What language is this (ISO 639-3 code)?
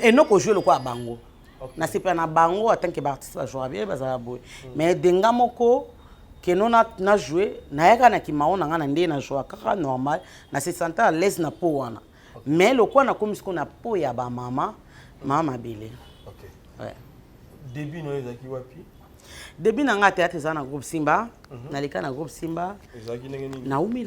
lin